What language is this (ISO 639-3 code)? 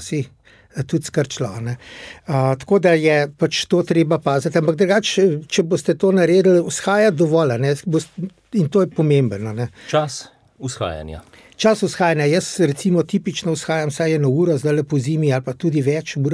slv